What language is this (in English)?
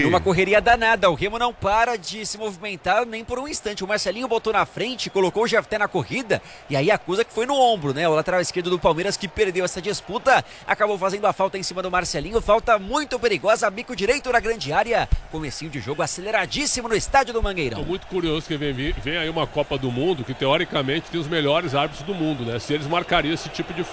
Portuguese